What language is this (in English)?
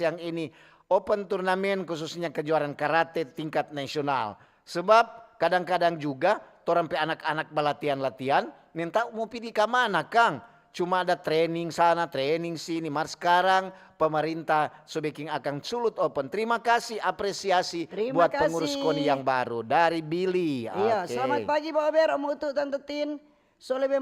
Manado Malay